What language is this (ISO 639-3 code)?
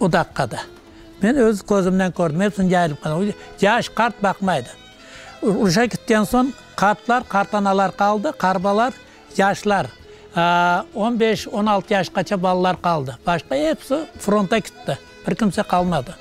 crh